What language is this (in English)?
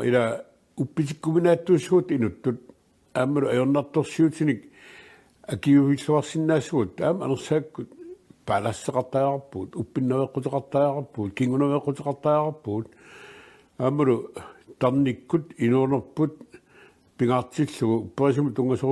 Kalaallisut